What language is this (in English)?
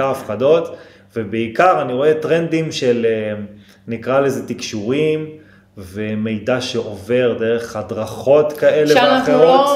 Hebrew